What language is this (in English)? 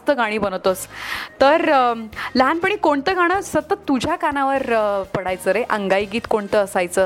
Marathi